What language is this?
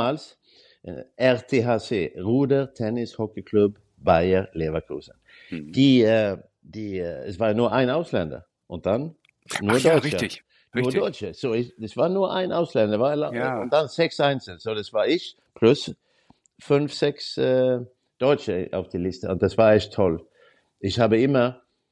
German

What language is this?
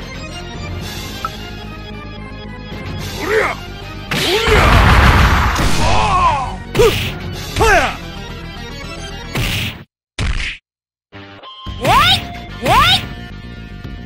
Japanese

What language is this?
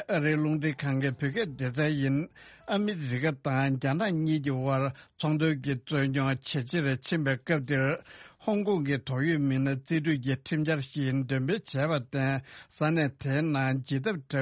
Tibetan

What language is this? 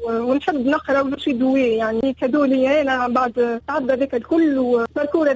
Tunisian Arabic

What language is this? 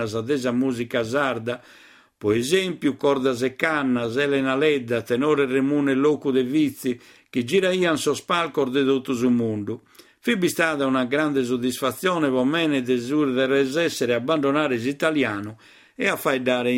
Sardinian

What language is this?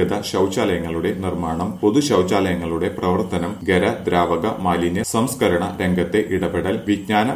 Malayalam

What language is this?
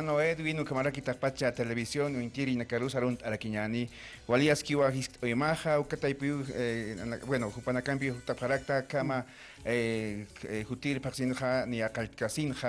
Aymara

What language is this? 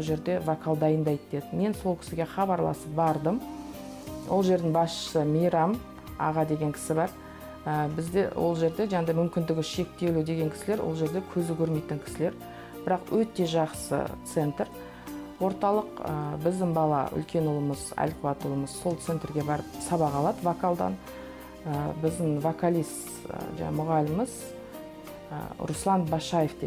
Kazakh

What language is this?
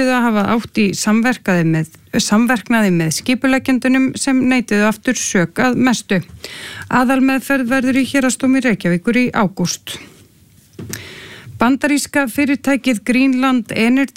Icelandic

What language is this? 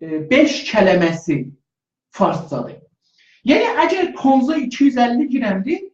South Azerbaijani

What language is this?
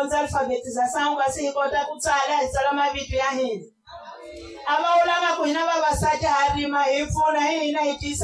Tsonga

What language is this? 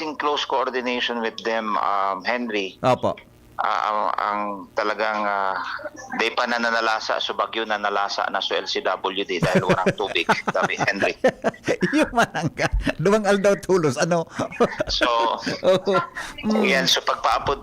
Bikol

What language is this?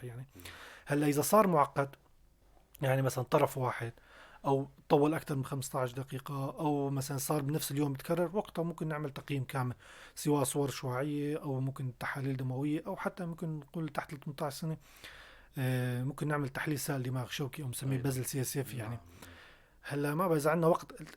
North Levantine Arabic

